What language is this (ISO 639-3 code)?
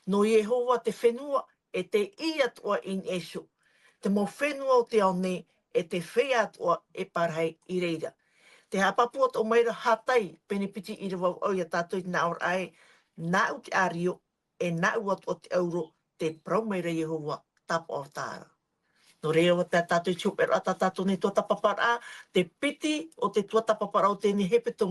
tah